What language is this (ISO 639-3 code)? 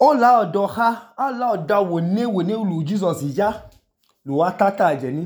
idu